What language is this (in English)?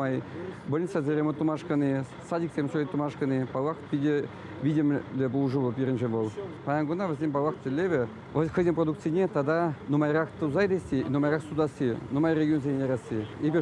Chuvash